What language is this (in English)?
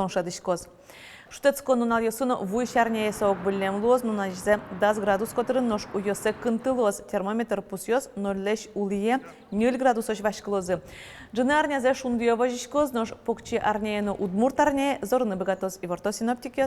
Udmurt